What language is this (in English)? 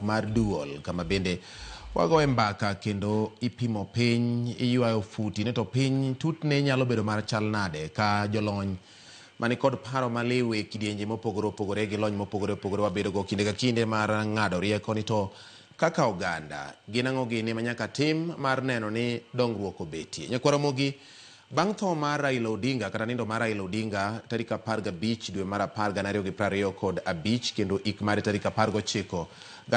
Luo (Kenya and Tanzania)